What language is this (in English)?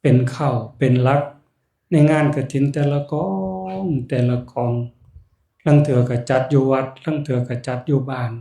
Northeastern Thai